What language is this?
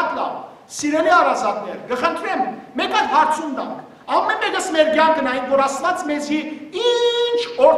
Western Armenian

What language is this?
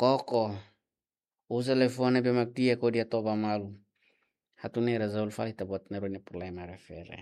Tetum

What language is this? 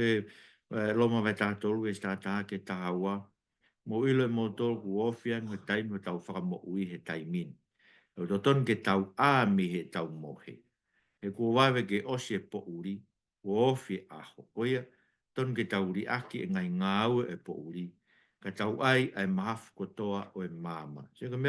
Tongan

